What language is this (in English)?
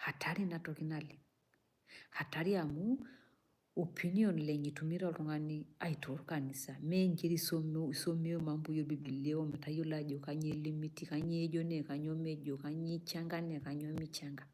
Masai